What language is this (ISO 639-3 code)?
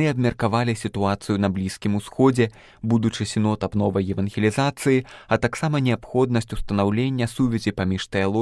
bel